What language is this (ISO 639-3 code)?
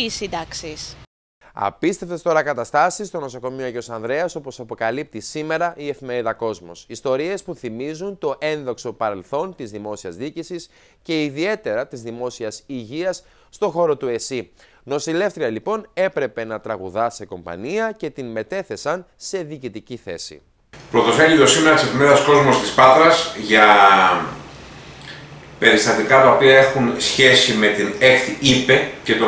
ell